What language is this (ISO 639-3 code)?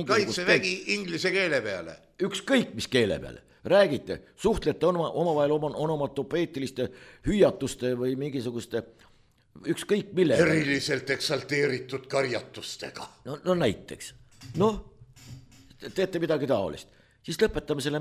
est